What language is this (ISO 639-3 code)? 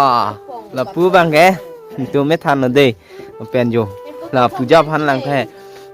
mjw